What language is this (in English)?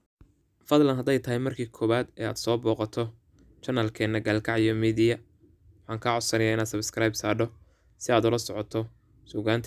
Somali